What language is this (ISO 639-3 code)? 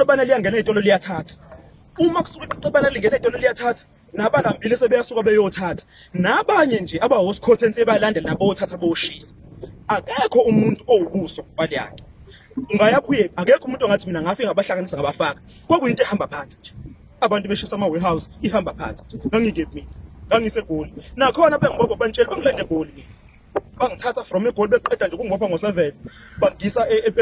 zul